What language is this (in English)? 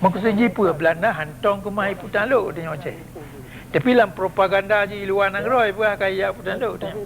Achinese